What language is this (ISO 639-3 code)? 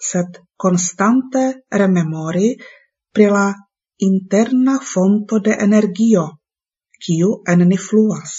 epo